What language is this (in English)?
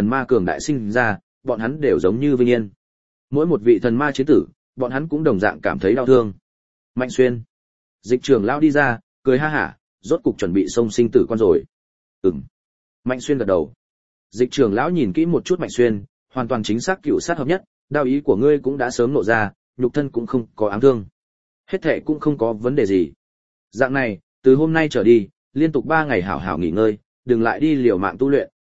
Vietnamese